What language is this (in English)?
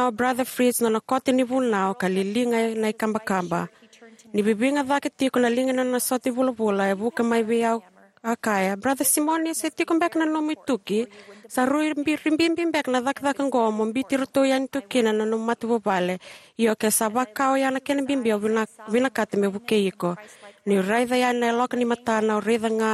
Fijian